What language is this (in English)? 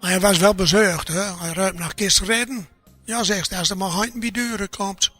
Gronings